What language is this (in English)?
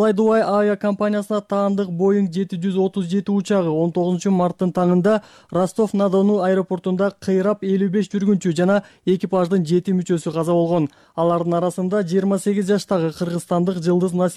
Kyrgyz